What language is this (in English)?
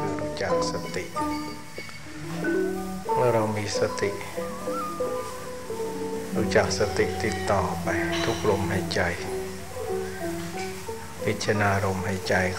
Thai